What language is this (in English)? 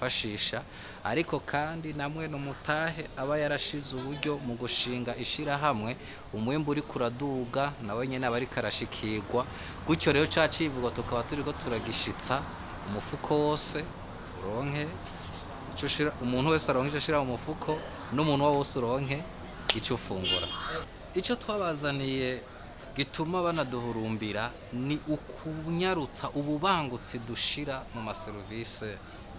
Rundi